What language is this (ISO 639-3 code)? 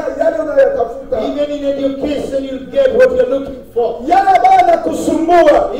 swa